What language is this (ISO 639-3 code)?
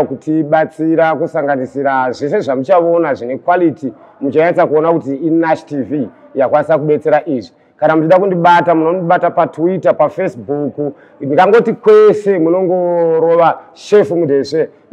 sna